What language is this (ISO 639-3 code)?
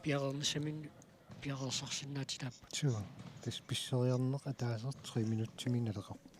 kal